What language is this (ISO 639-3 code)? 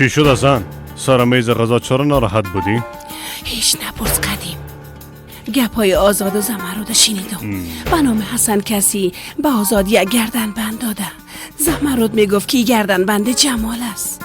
fas